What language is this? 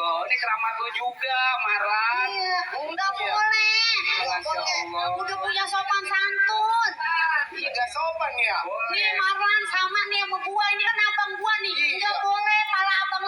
Betawi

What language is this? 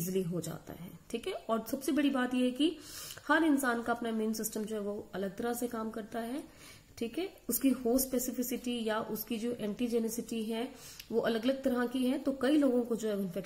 Hindi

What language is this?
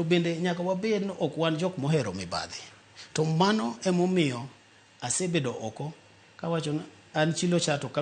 Luo (Kenya and Tanzania)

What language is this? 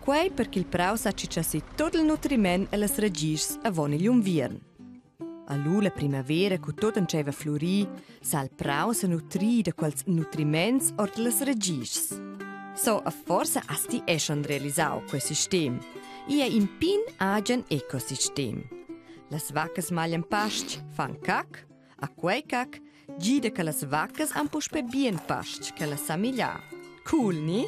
Romansh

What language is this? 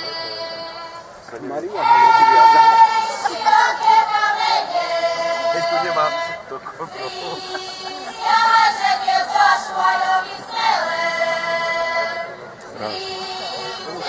Slovak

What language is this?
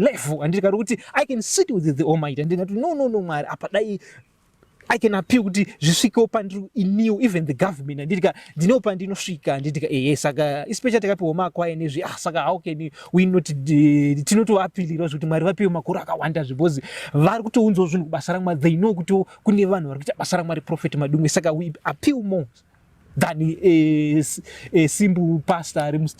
Shona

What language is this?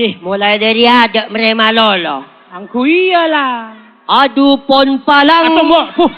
Madurese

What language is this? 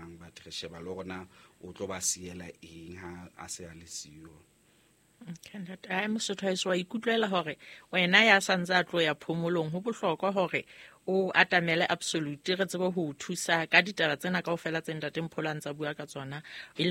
Southern Sotho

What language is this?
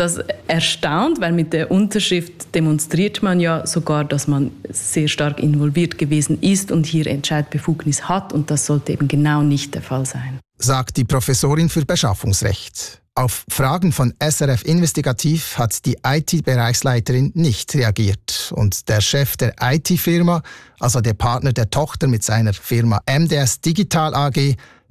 German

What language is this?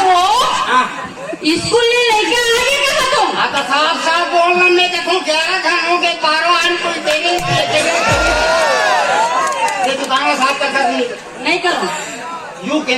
Chhattisgarhi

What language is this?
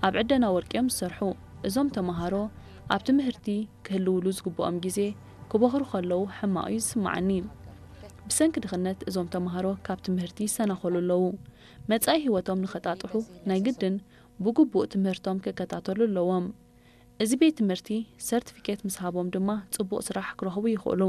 Tigrinya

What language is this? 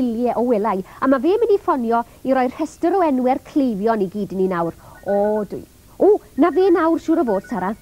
Welsh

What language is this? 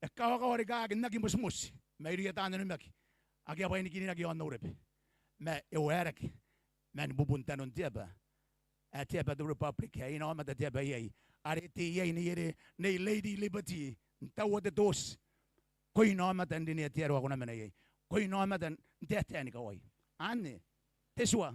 Gilbertese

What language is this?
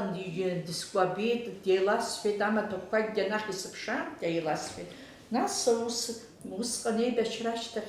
Abkhazian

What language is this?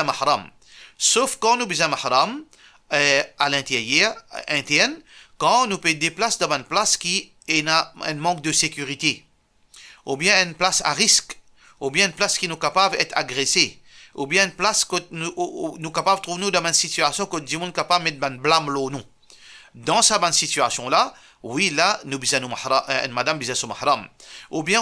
Morisyen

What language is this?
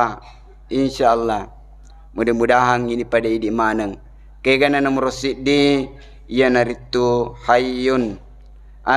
Buginese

